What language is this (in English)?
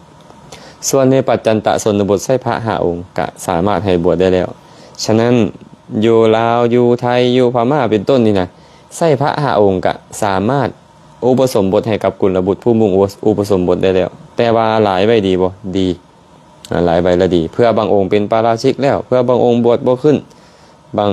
Lao